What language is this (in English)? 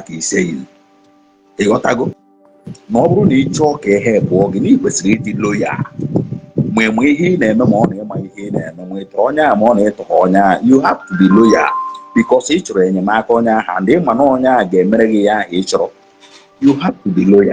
Igbo